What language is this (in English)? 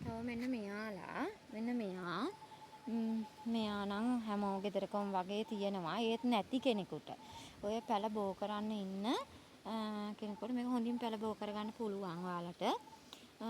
Sinhala